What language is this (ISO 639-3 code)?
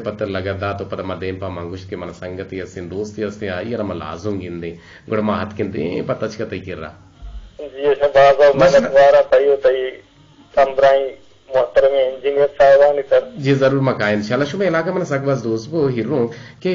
bgp